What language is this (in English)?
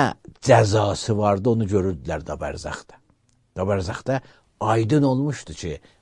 Azerbaijani